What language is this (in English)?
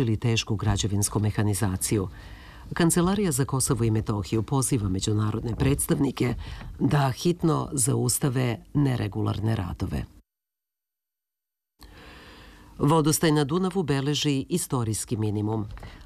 Serbian